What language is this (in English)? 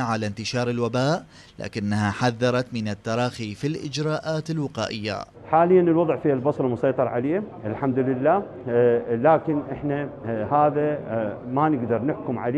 Mesopotamian Arabic